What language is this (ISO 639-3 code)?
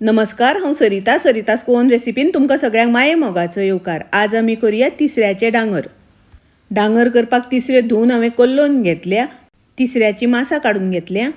kok